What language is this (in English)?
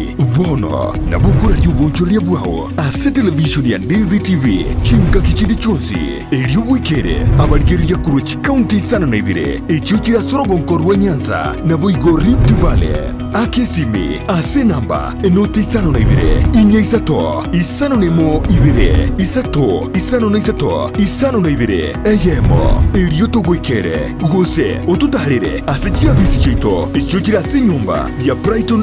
Gusii